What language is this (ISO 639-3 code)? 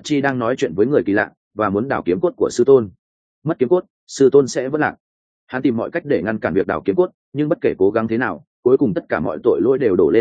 vie